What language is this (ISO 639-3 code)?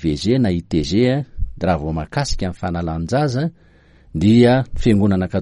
mlg